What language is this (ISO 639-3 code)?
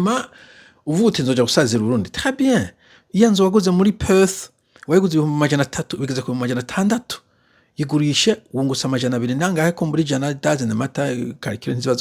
run